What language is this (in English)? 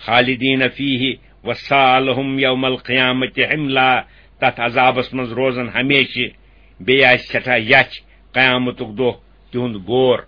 Kashmiri